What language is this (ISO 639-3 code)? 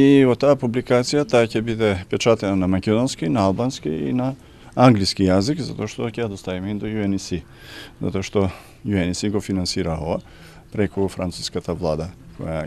mkd